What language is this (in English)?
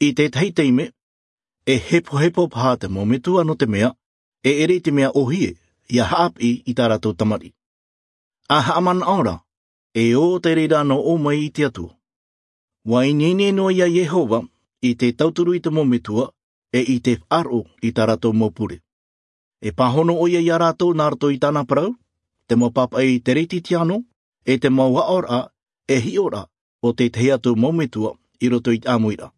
Albanian